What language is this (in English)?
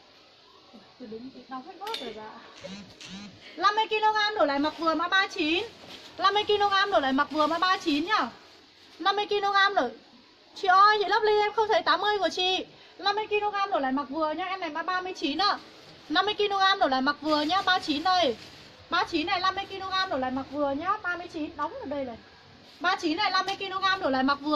Vietnamese